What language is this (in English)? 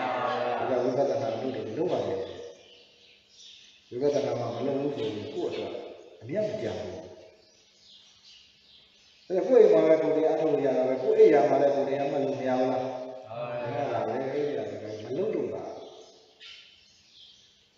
Burmese